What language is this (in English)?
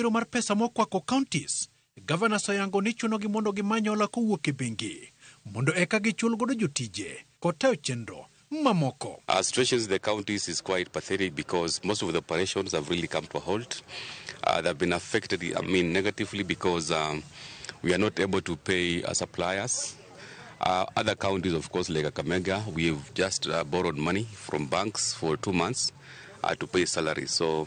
Luo (Kenya and Tanzania)